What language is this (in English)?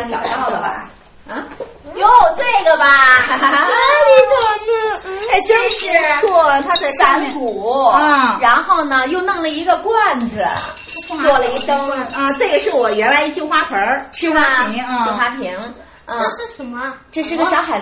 Chinese